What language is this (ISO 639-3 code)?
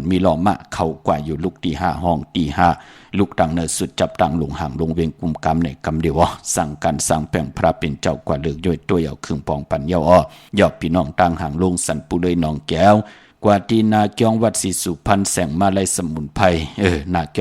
shn